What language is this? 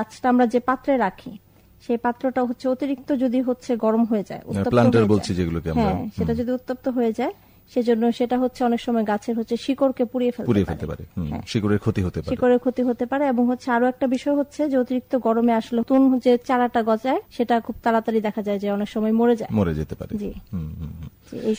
Bangla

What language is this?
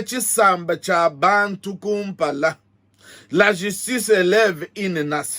Luba-Lulua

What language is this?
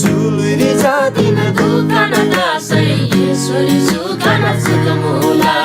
Eastern Tamang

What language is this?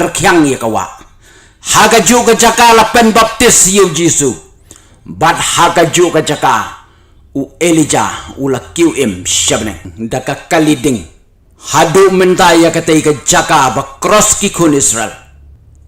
Khasi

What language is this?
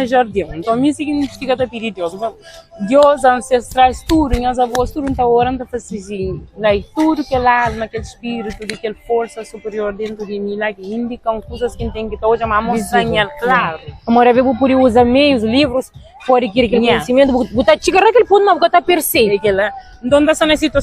Kabuverdianu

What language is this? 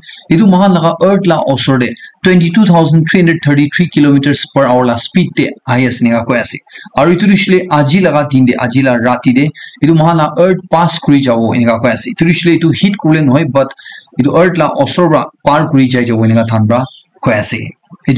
Naga Pidgin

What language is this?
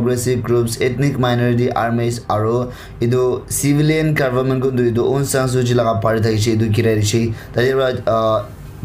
Naga Pidgin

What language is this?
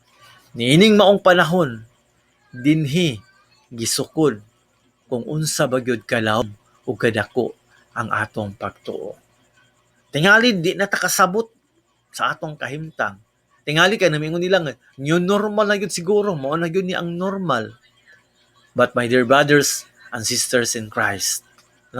Cebuano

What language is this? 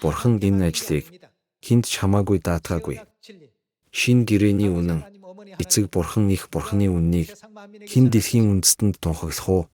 Mongolian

